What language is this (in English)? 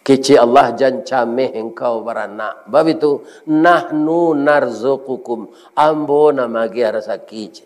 Minangkabau